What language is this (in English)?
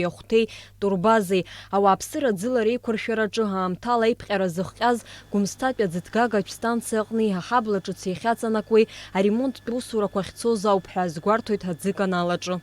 Abkhazian